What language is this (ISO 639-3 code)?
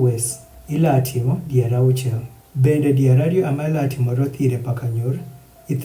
adh